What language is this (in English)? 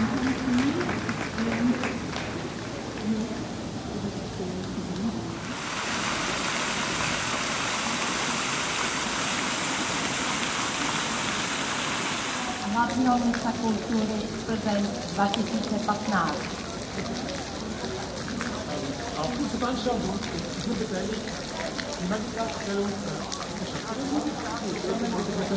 Czech